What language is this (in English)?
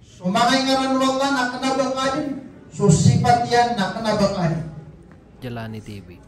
Maranao